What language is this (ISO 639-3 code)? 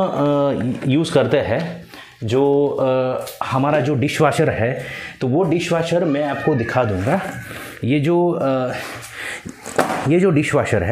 hin